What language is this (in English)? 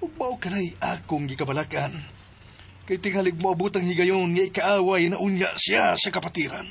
Cebuano